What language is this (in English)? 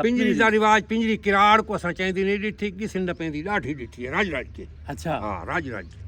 Saraiki